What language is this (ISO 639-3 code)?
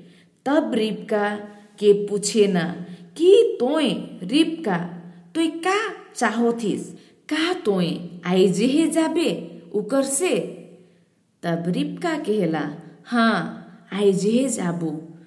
sck